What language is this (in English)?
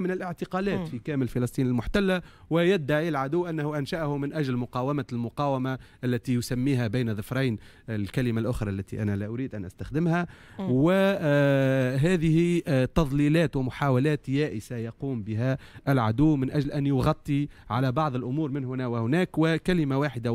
Tunisian Arabic